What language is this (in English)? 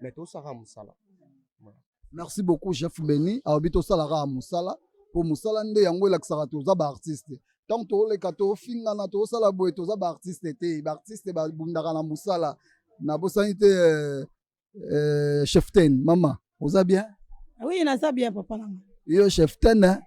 Lingala